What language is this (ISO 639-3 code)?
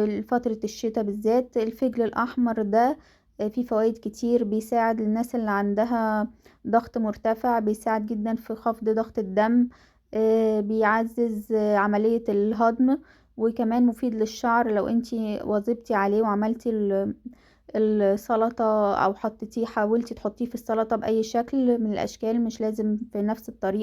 arz